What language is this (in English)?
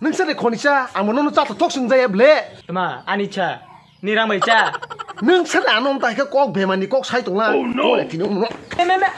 Kok Borok